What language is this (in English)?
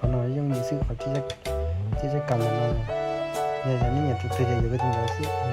Hmong